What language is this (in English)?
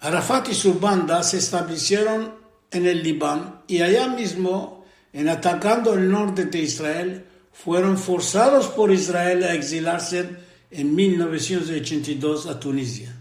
Ladino